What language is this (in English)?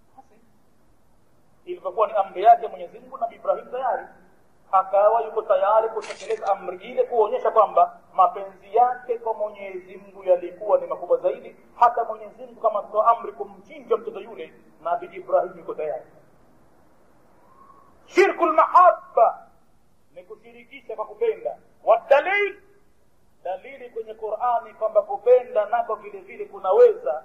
Swahili